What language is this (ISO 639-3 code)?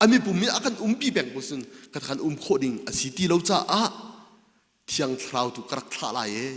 cnh